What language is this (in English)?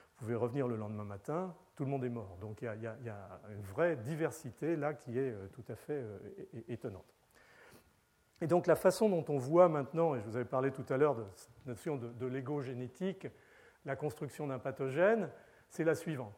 French